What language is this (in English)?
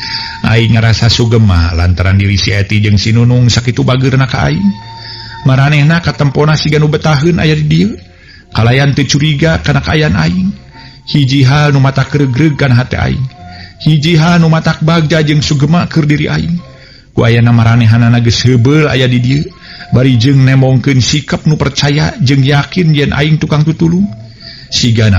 Sundanese